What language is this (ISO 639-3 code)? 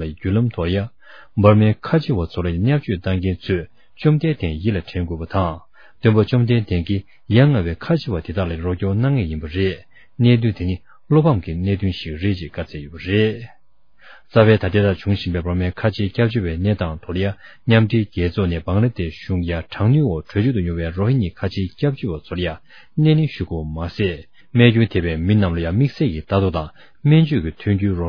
bod